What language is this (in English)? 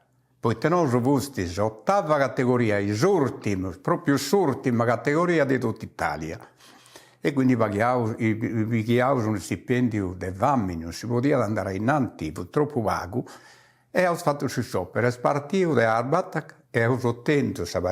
Sardinian